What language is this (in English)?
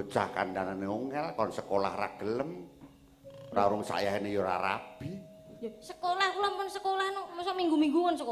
Javanese